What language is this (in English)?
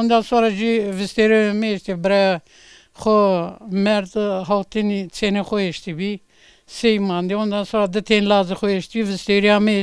Zaza